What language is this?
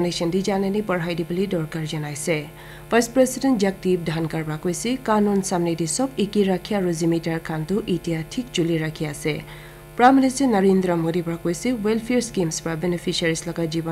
Naga Pidgin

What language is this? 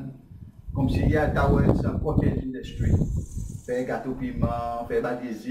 Seselwa Creole French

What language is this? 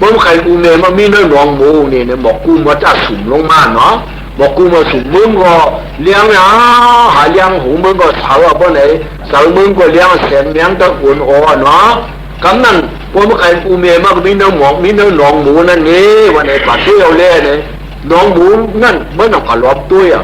Shan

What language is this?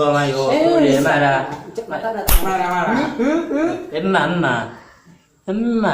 Madurese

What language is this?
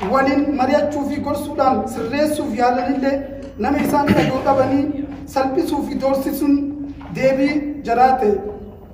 Oromo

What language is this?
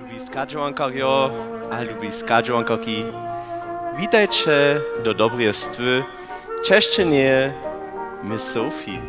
Upper Sorbian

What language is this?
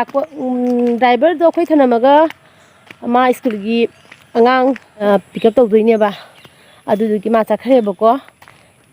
Manipuri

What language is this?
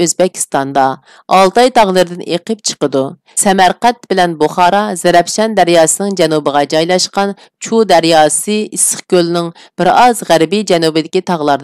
Uyghur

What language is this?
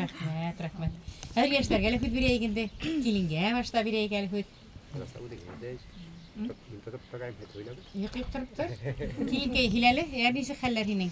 Bashkir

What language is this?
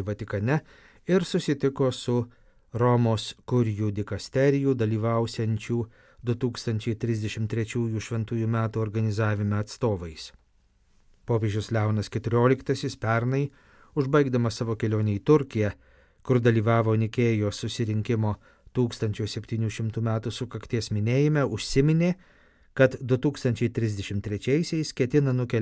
Lithuanian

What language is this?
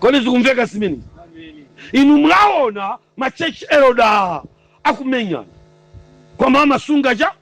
Nyanja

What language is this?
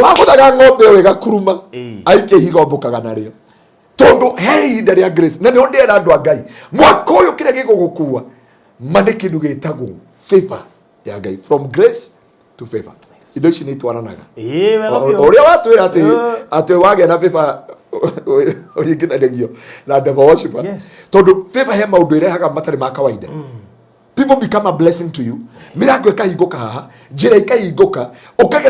Kikuyu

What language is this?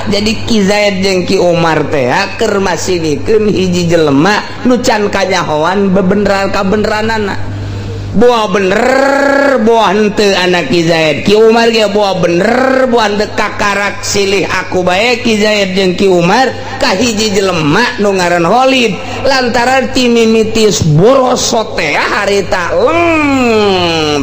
Sundanese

